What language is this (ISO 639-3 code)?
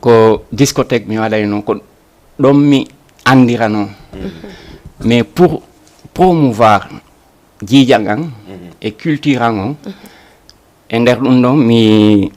ful